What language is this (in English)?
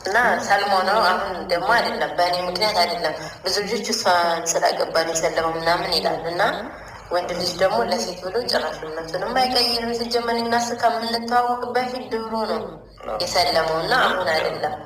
Amharic